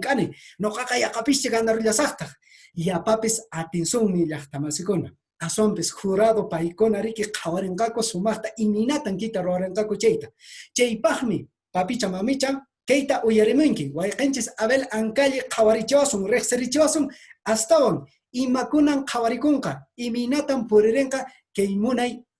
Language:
Quechua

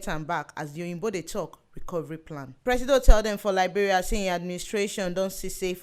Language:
Nigerian Pidgin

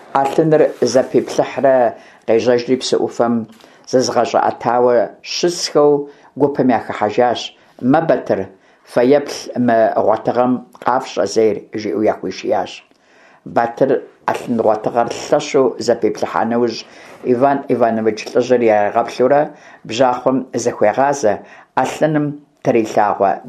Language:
Kabardian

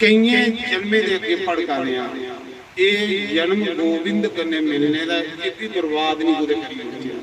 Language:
Dogri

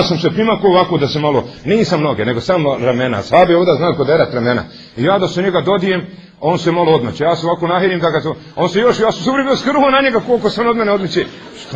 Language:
Bosnian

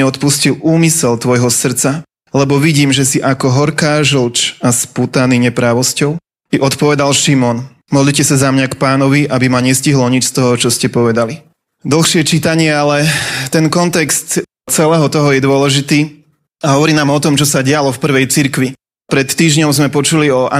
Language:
Slovak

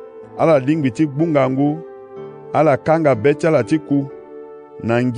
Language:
Sango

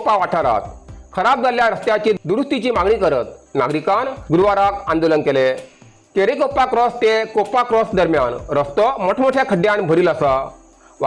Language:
Konkani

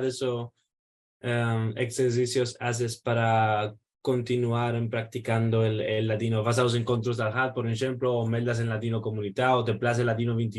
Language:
Ladino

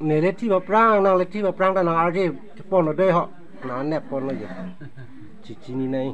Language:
Karbi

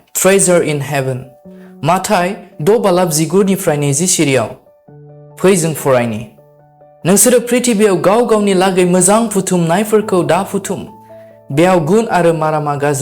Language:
Bodo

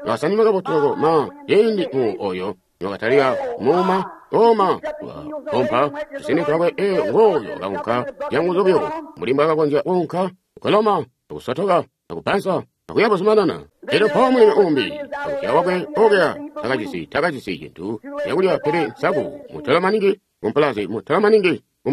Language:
Tonga (Zambia)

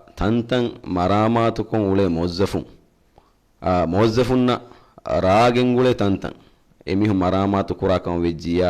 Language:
Divehi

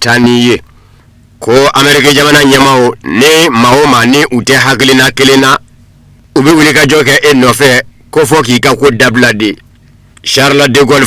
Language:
Bambara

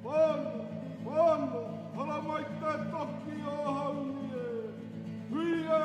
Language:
Māori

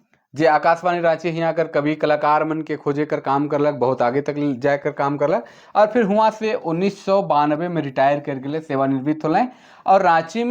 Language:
Sadri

